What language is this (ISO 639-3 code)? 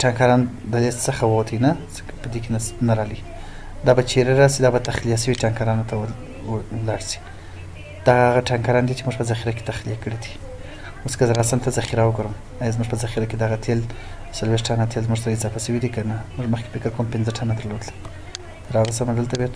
pus